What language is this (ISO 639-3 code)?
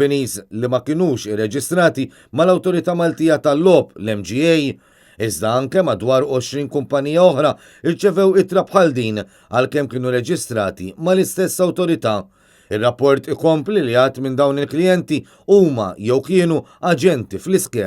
mlt